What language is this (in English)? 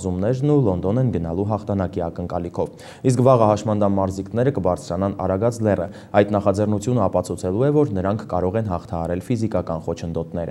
Armenian